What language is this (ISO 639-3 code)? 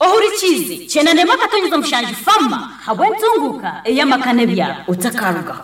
nyo